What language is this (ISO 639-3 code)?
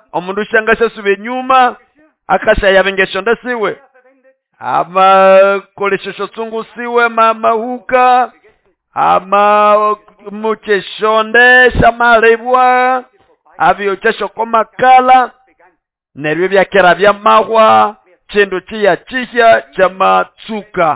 nnb